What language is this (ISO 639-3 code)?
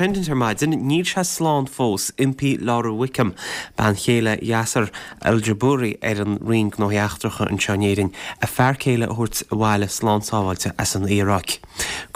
gle